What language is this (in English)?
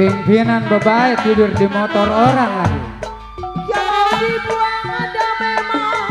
Betawi